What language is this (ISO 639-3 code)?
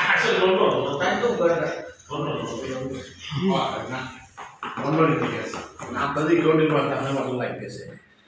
syl